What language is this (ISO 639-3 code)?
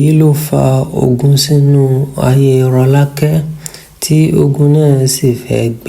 yor